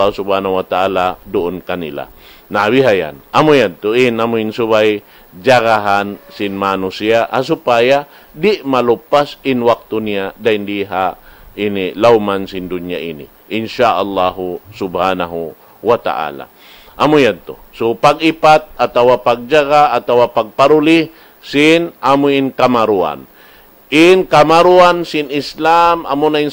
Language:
Tausug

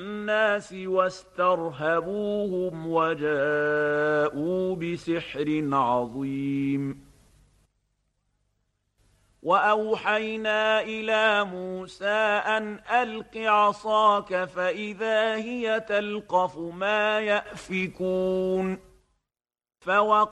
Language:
Arabic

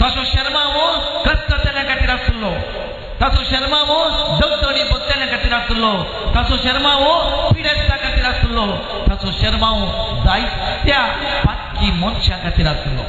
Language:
Konkani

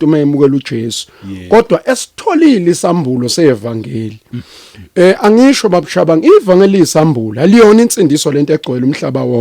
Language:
Zulu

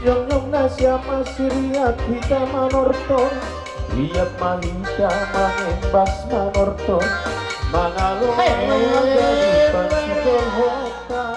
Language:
Batak Toba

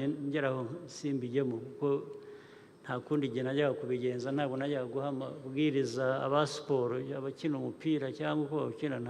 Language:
Kinyarwanda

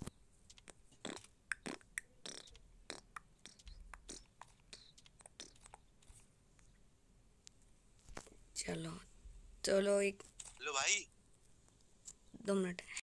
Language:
Hindi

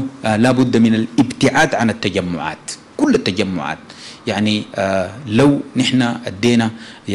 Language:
Sudanese Arabic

